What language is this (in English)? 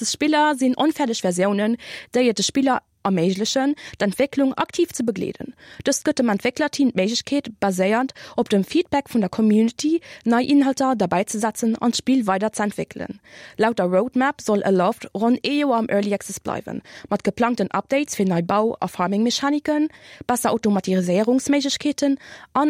Luxembourgish